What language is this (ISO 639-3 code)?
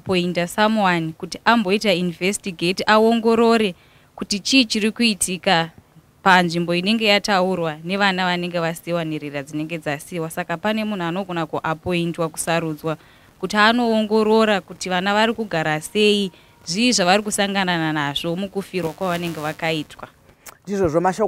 sna